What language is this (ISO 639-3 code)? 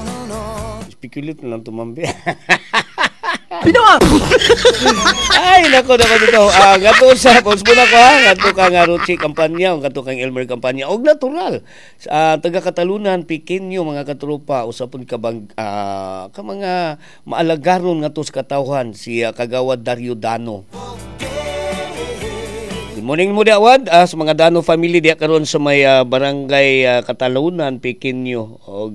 ceb